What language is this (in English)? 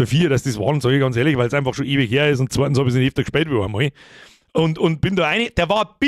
Bavarian